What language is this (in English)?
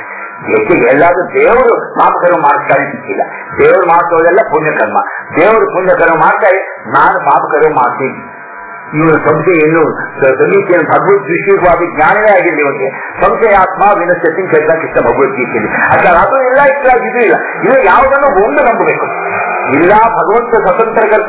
Kannada